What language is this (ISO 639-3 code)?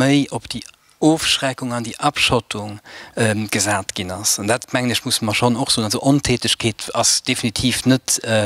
ltz